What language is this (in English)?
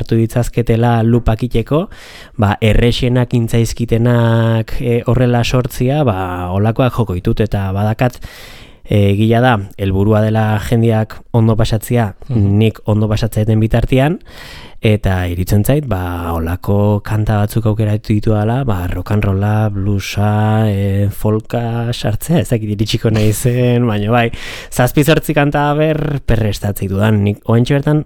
Basque